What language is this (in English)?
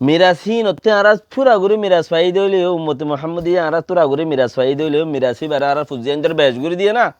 Rohingya